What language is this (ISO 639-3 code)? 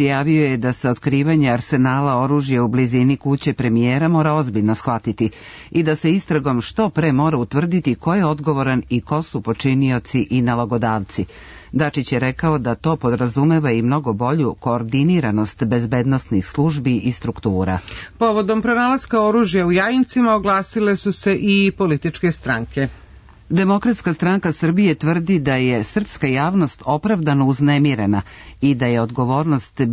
srp